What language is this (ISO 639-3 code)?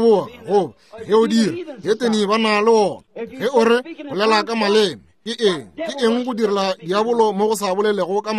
nso